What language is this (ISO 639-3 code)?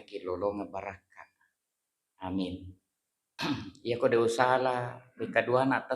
bug